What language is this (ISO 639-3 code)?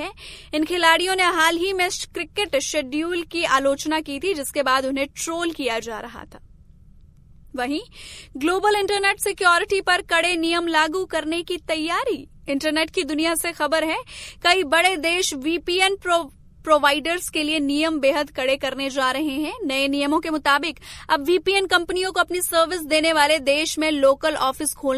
hin